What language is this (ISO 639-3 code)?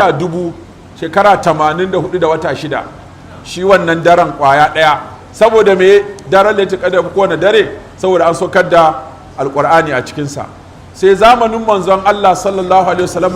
hau